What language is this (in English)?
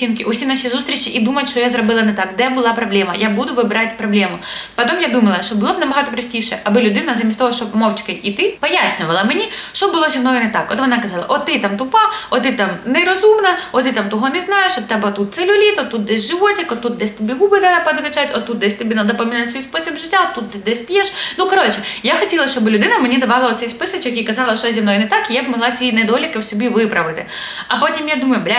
Ukrainian